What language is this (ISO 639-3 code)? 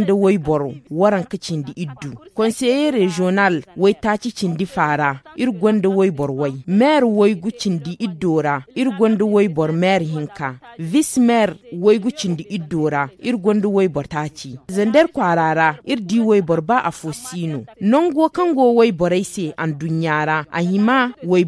dje